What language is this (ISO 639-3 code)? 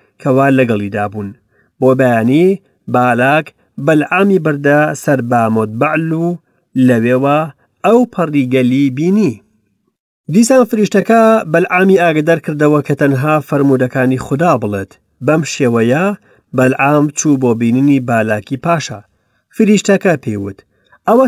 ckb